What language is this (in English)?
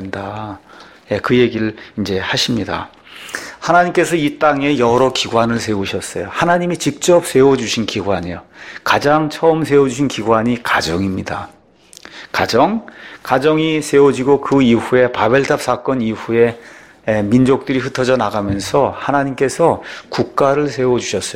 Korean